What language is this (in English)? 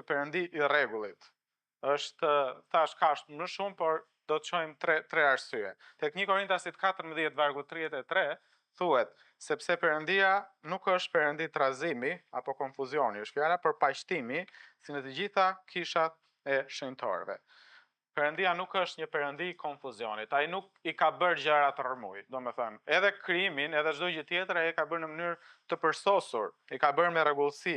Albanian